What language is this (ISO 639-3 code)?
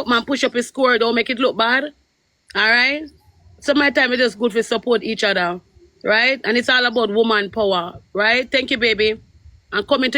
jam